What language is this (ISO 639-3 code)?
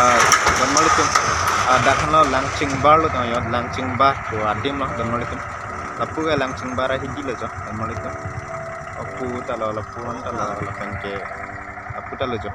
mjw